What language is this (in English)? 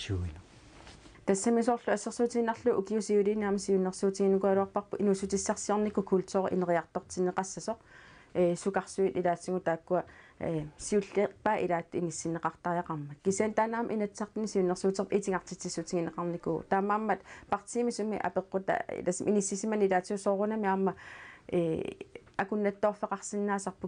Kalaallisut